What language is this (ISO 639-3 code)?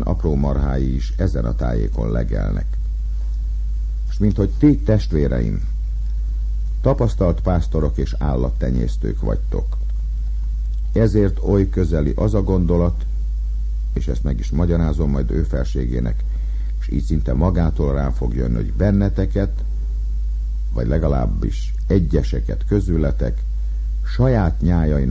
hun